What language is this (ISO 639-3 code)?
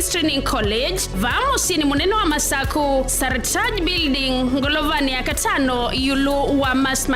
kam